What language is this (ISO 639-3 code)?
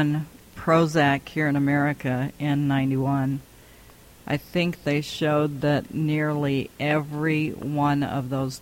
eng